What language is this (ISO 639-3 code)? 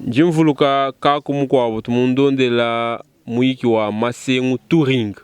lua